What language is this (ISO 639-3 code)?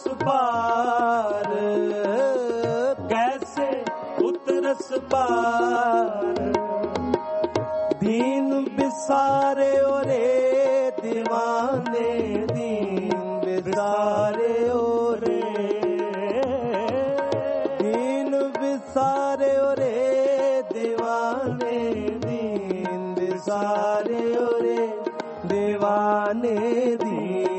pan